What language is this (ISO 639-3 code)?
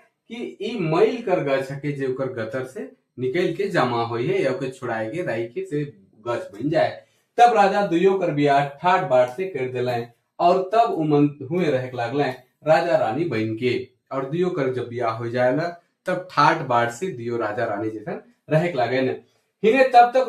sck